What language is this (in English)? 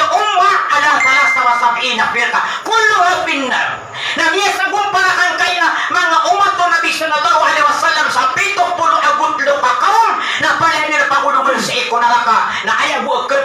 Maranao